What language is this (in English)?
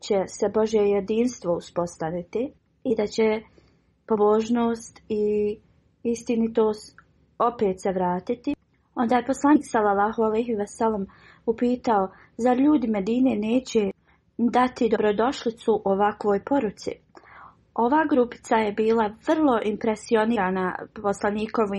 Bosnian